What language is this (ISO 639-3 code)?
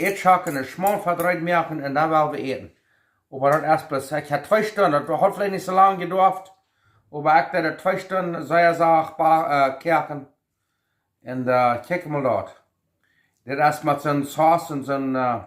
pdt